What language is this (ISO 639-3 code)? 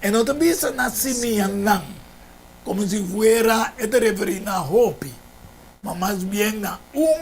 pap